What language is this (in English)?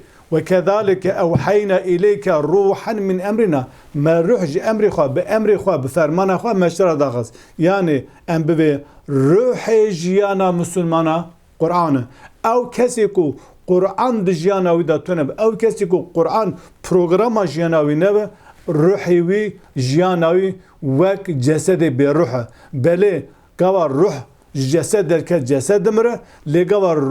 Kurdish